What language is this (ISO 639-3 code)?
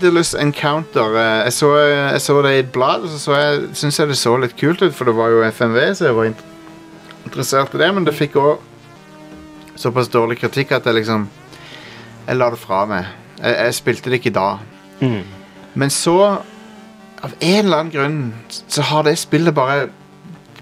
nor